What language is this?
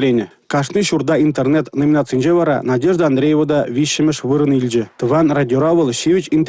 Chuvash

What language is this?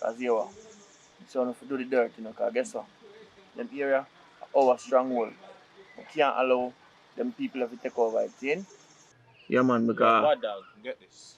Jamaican Creole English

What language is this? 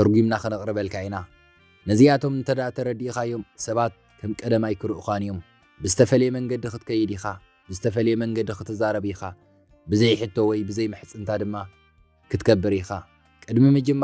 Tigrinya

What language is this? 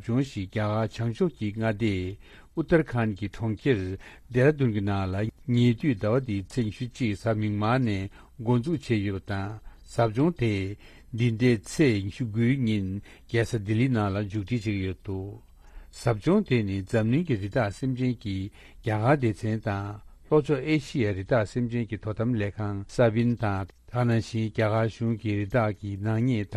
Tibetan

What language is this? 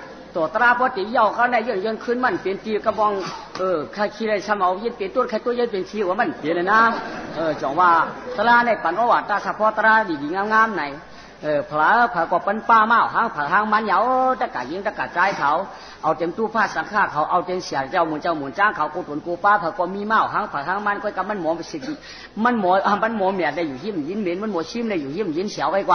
Shan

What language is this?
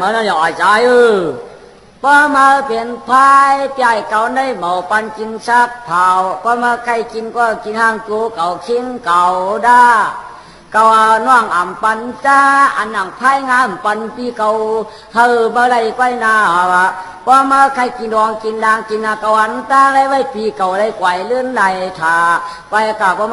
Shan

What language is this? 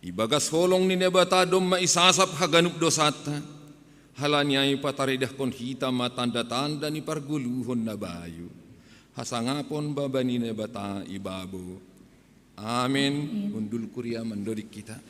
Batak Simalungun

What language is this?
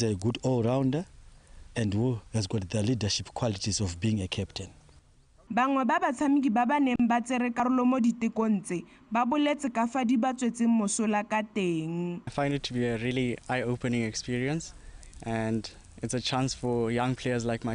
Tswana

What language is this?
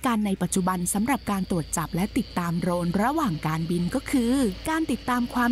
Thai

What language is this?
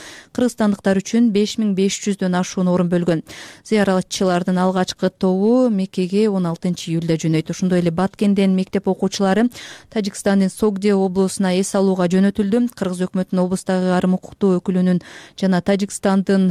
Kyrgyz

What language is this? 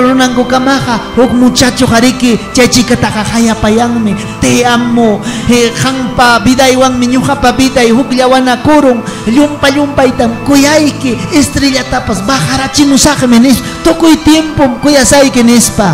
Ayacucho Quechua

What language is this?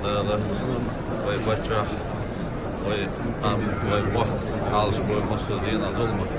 Chechen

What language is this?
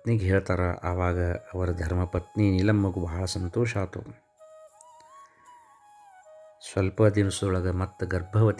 Kannada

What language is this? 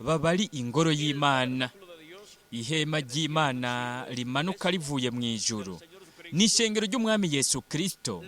Rundi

